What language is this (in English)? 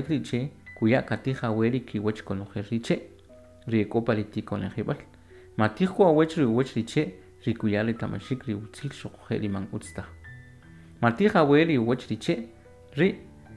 Kʼicheʼ